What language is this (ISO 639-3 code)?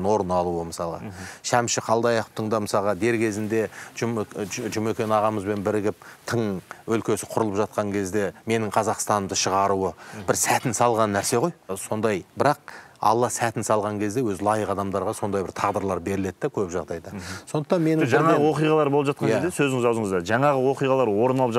kaz